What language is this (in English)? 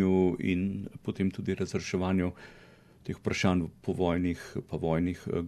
Slovenian